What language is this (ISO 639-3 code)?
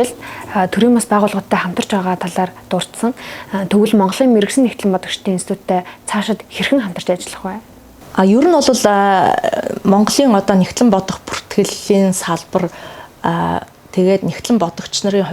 mon